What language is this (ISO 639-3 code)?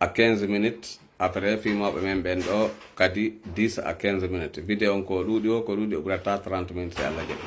ful